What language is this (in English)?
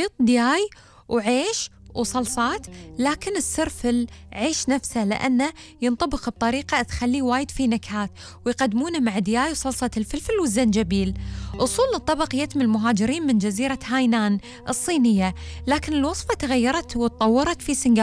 Gulf Arabic